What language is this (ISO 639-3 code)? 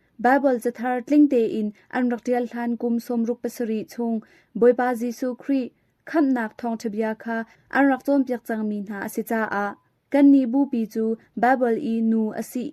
cnh